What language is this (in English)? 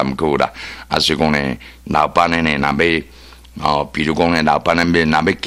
Min Nan Chinese